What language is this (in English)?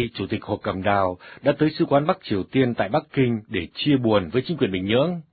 Vietnamese